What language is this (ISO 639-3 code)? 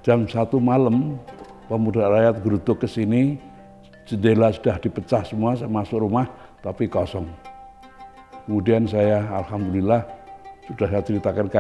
ind